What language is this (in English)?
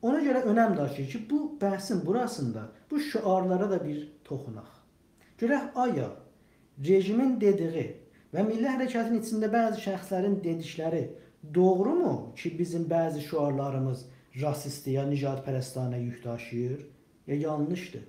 South Azerbaijani